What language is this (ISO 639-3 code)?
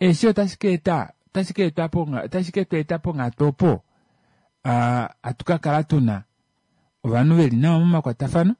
kua